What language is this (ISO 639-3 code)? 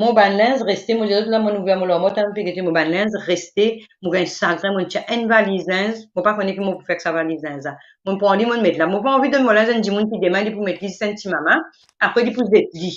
mfe